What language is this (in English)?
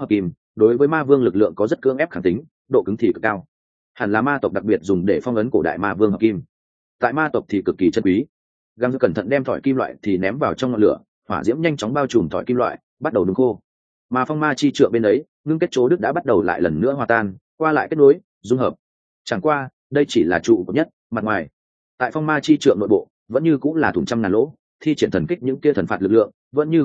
Vietnamese